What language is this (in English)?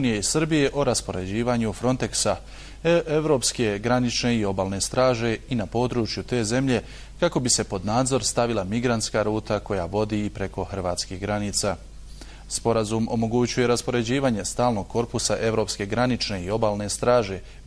Bosnian